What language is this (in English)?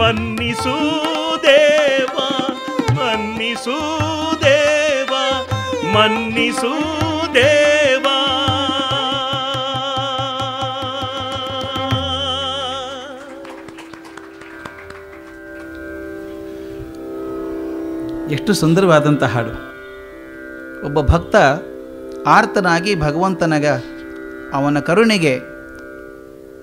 Kannada